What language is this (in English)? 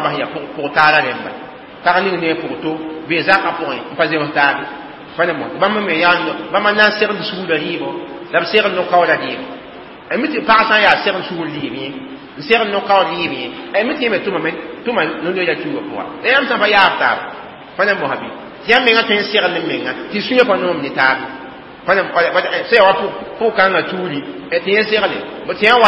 Mossi